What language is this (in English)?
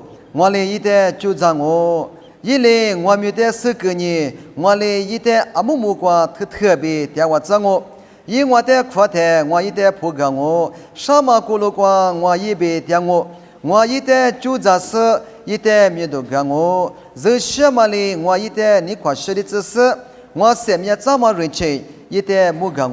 Lisu